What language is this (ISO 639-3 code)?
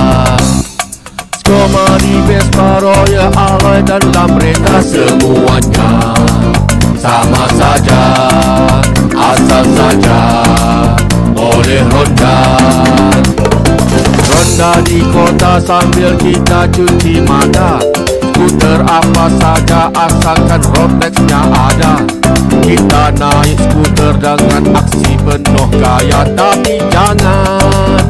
msa